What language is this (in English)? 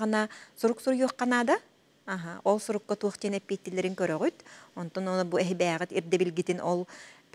Yakut